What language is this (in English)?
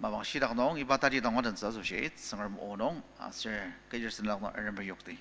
Ao Naga